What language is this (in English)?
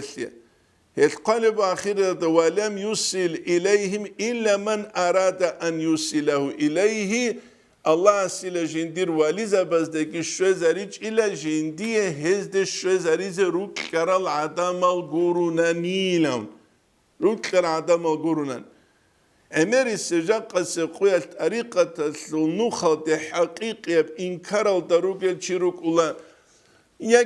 Avaric